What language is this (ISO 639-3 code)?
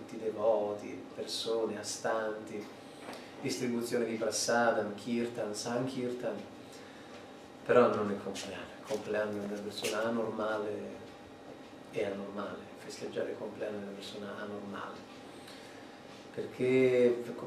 ita